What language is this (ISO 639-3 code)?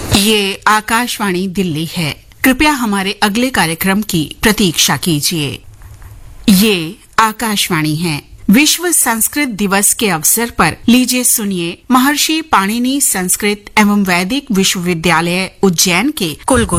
hin